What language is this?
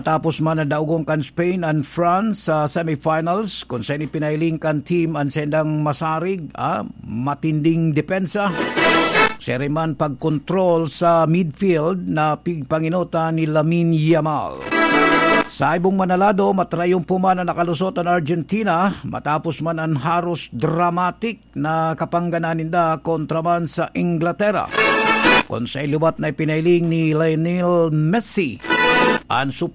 Bikol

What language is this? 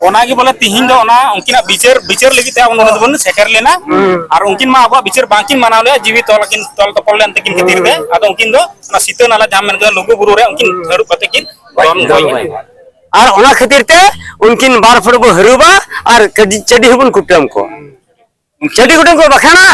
Santali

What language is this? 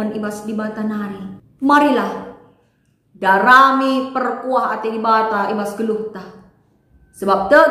Batak Karo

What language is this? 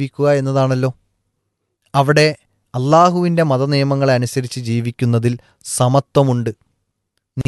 Malayalam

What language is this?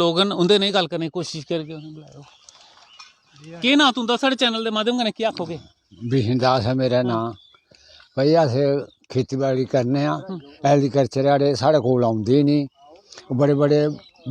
Dogri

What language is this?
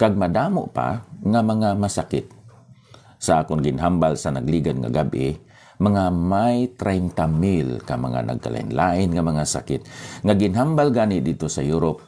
Hiligaynon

